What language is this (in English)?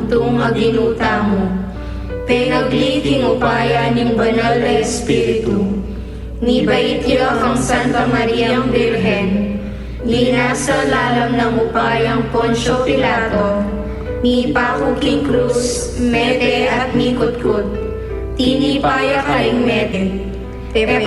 Pampanga